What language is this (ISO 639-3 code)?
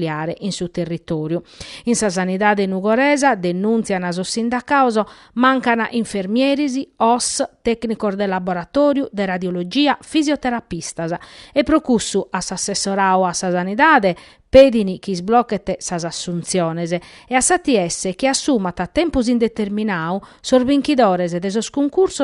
srd